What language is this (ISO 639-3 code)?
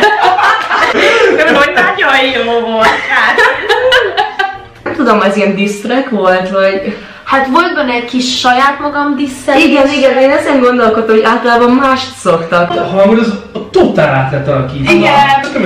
hun